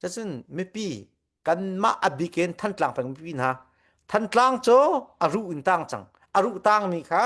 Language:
Hakha Chin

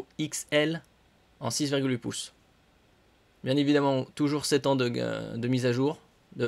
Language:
French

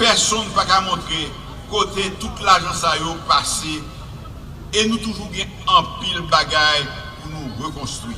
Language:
Haitian Creole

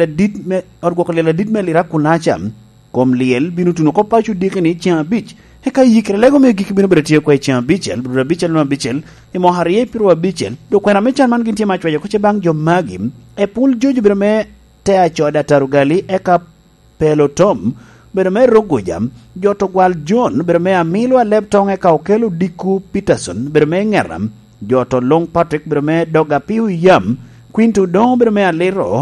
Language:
Lango (Uganda)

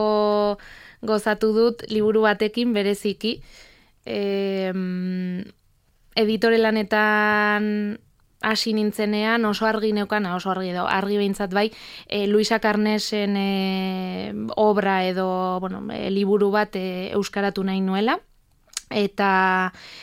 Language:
Basque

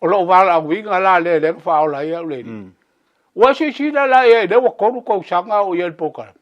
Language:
Samoan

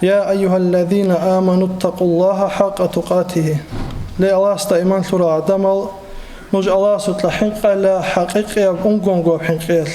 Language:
Avaric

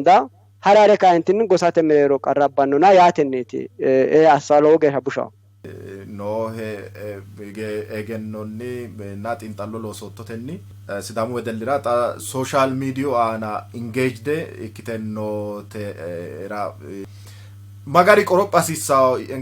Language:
Sidamo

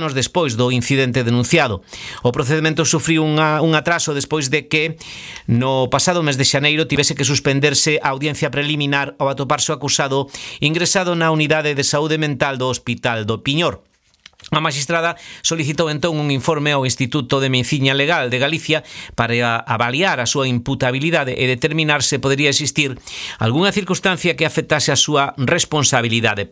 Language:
Galician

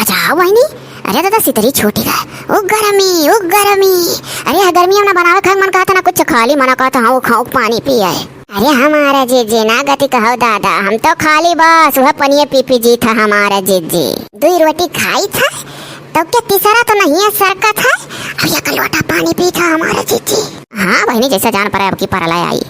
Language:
Awadhi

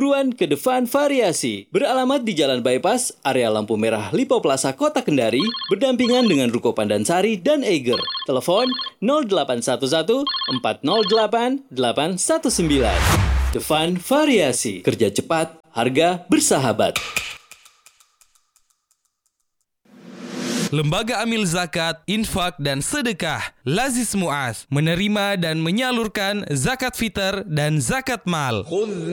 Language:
Indonesian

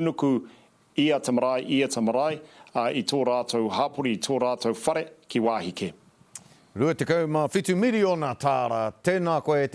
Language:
Māori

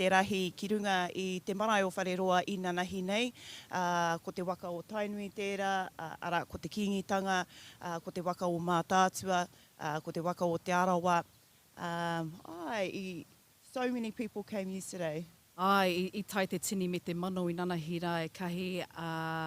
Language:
Māori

